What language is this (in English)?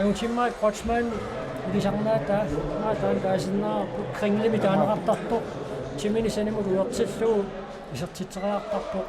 Kalaallisut